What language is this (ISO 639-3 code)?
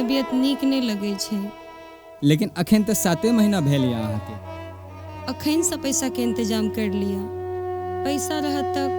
mai